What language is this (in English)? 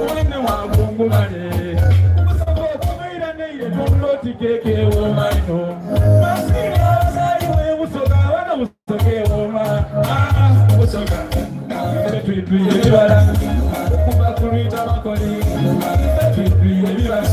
Soga